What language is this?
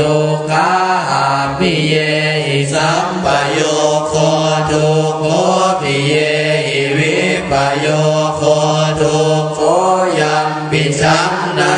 Pali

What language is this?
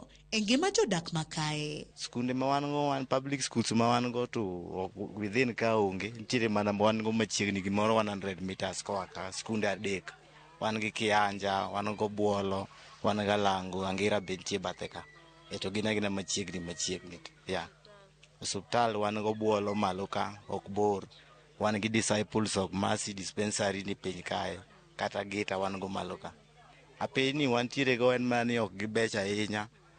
Luo (Kenya and Tanzania)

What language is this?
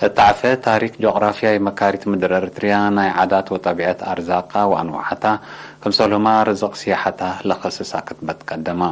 Tigre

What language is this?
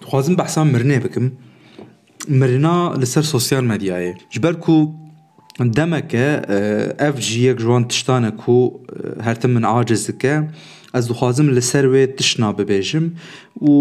Kurdish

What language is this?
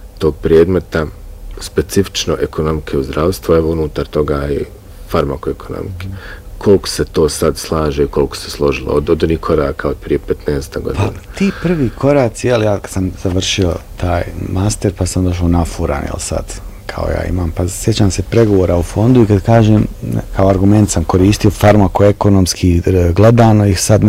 Bosnian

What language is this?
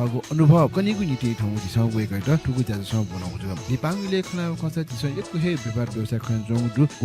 Newari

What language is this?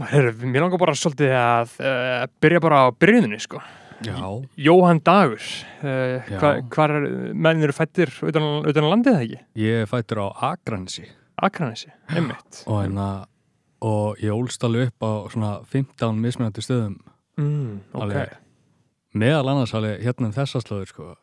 Icelandic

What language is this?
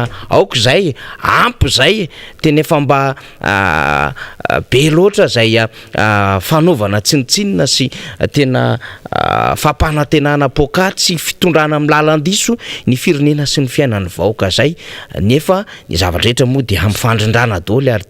Malagasy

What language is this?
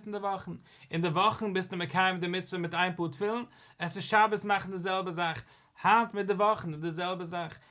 Yiddish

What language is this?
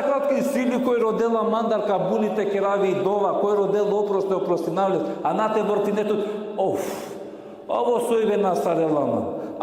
Balkan Romani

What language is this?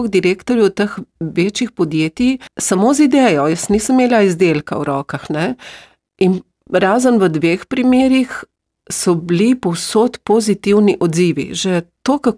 Slovenian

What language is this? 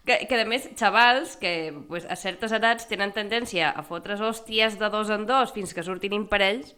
Catalan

